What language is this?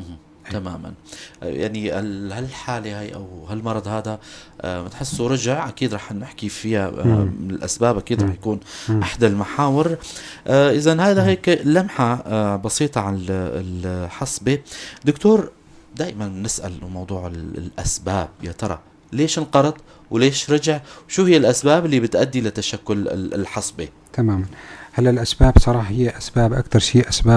North Levantine Arabic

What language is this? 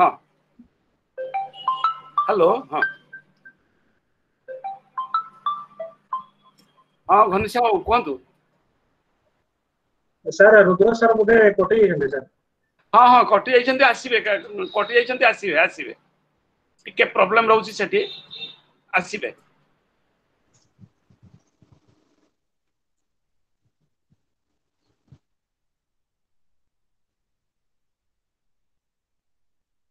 Odia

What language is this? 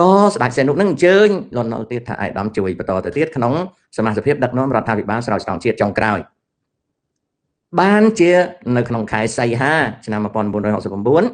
Khmer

